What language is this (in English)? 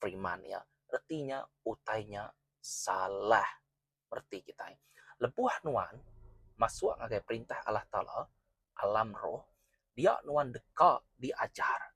Iban